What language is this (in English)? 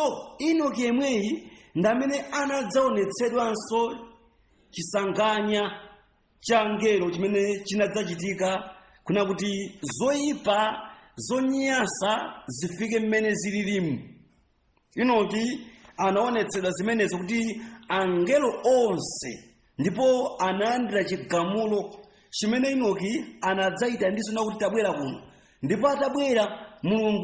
Nyanja